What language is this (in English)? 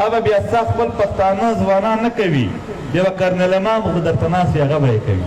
Pashto